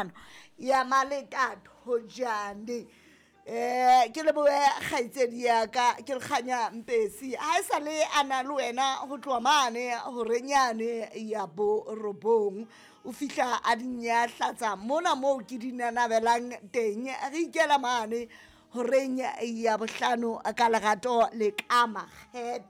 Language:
Southern Sotho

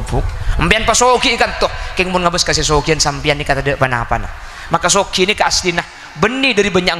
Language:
Madurese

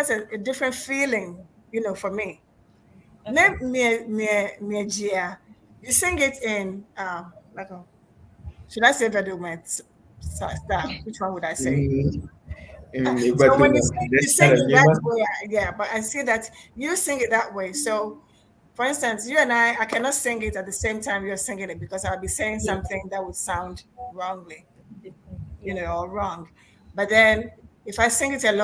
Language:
Ewe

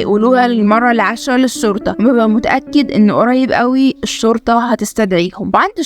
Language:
Egyptian Arabic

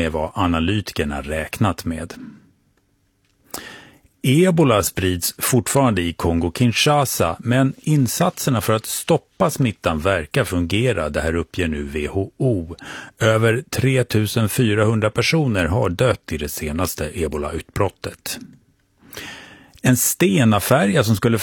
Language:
Swedish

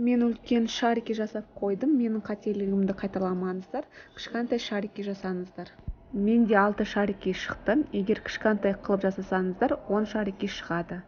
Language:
Kazakh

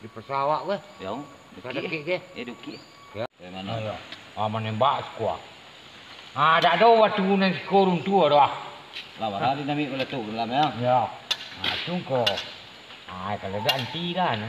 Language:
Minangkabau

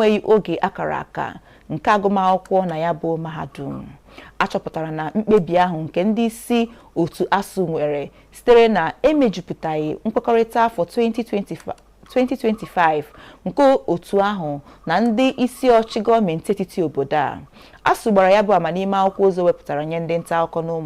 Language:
Igbo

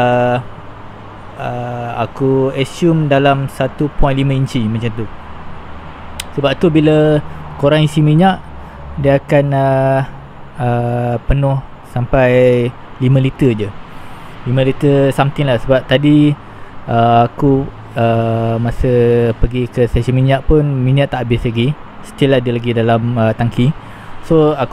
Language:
Malay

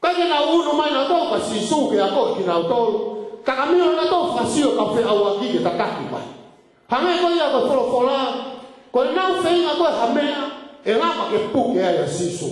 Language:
Tongan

